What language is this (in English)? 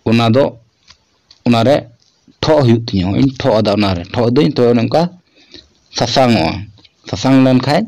Santali